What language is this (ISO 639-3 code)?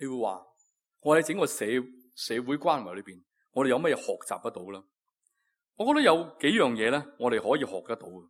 yue